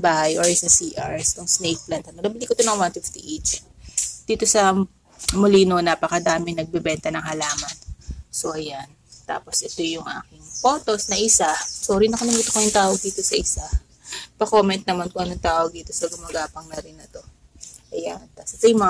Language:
Filipino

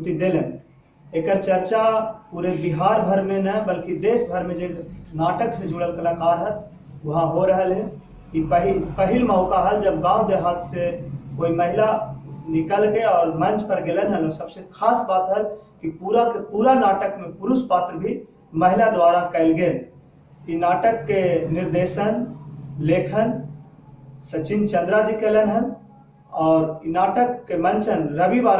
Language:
Magahi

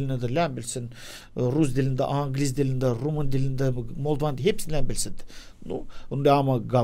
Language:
Gagauz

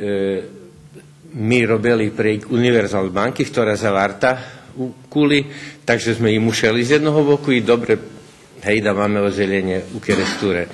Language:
Rusyn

